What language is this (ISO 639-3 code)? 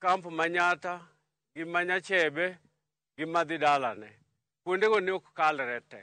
luo